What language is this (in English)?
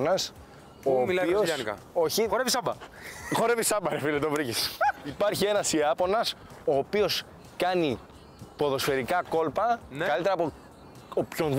Greek